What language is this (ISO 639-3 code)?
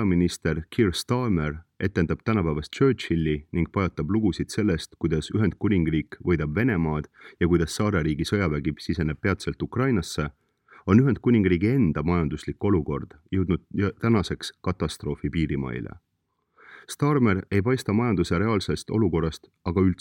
est